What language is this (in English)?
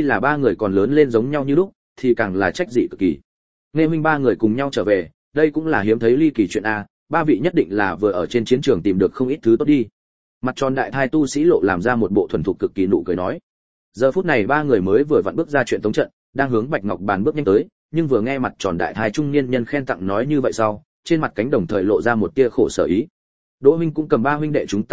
Vietnamese